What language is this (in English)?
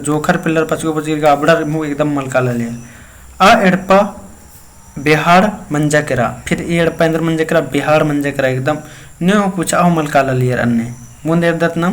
Kurukh